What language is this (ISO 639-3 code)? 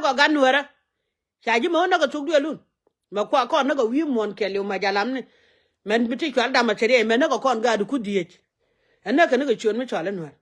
nus